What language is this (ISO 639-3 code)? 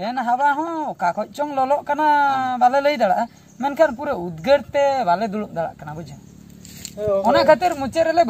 sat